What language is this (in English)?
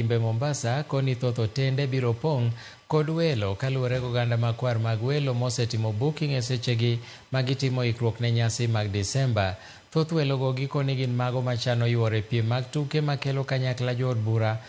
Luo (Kenya and Tanzania)